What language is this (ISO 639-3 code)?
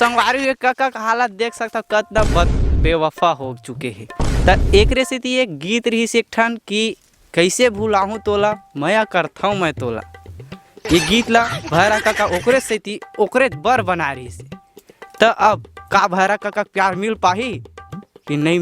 hne